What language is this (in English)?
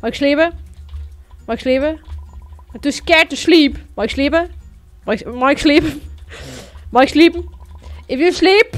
Western Frisian